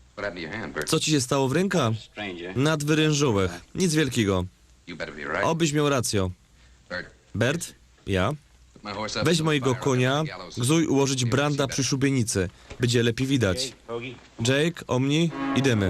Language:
Silesian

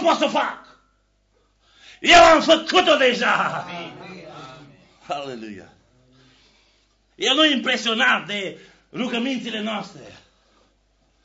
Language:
Romanian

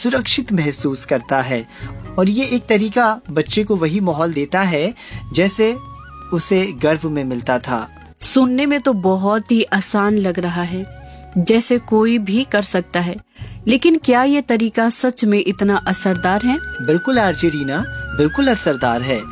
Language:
Hindi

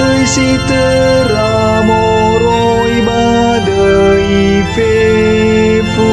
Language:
Nias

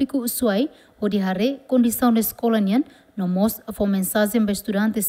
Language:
Tetum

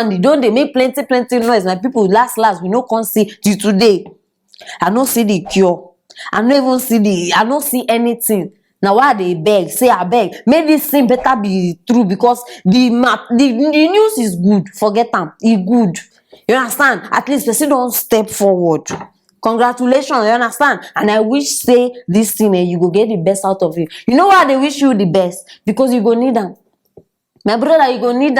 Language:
Nigerian Pidgin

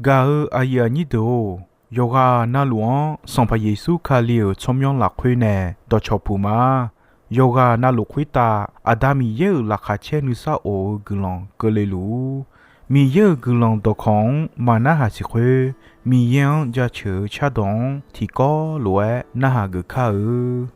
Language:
Akha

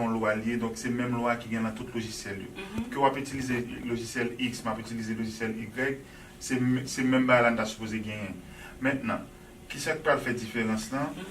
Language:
Haitian Creole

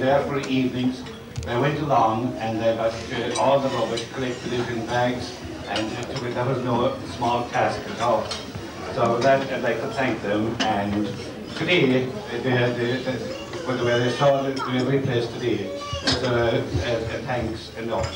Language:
English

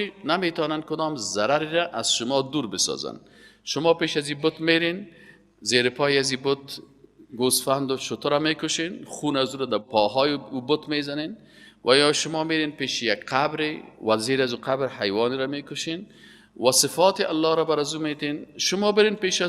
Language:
Persian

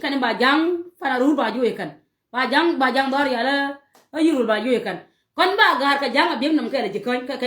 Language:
Nuer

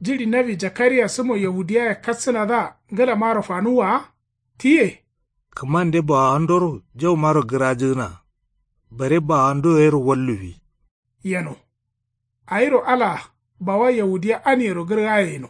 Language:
Kanuri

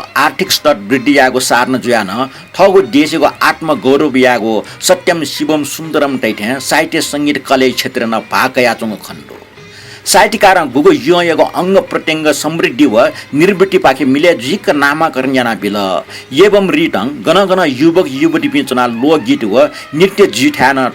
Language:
Newari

